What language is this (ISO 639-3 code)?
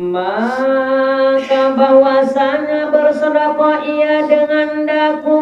sas